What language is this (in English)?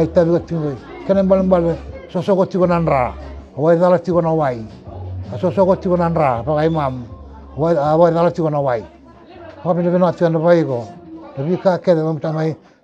Fijian